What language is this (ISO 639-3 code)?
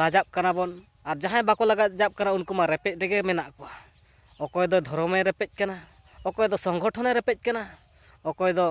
sat